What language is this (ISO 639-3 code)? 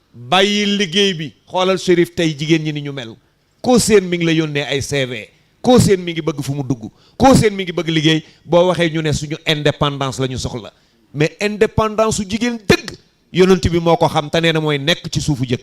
wol